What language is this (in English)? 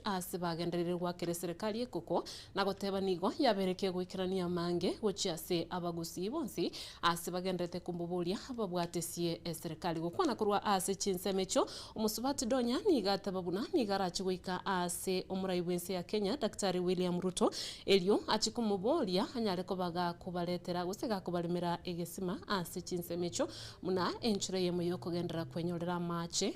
Gusii